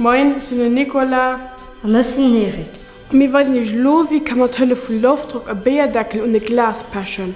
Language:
Luxembourgish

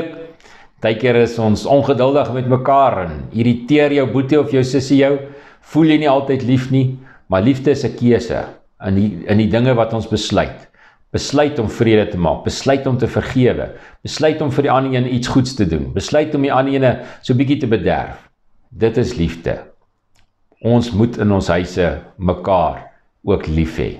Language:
Afrikaans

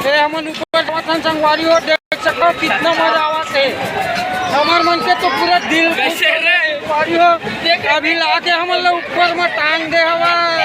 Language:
Chhattisgarhi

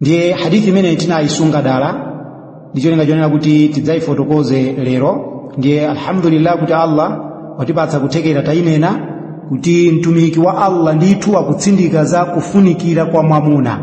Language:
Nyanja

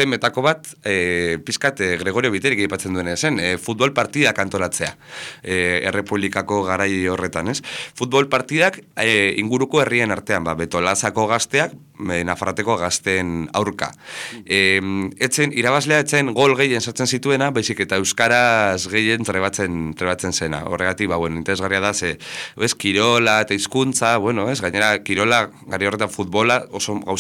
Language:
Basque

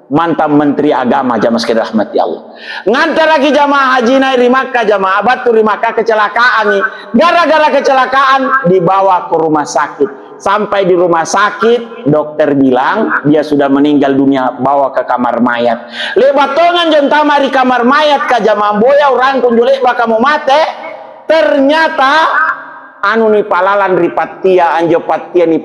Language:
Makasar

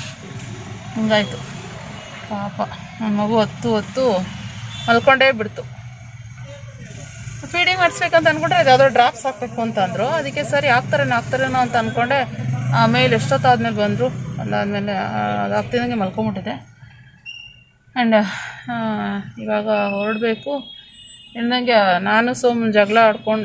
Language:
Kannada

